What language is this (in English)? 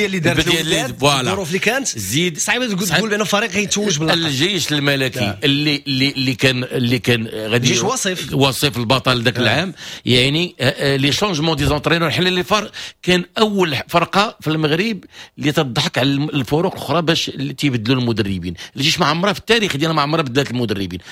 Moroccan Arabic